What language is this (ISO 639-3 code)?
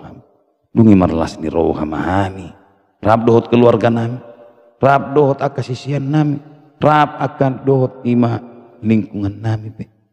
bbc